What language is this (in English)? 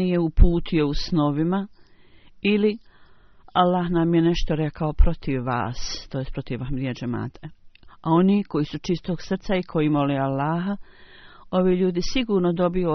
Bosnian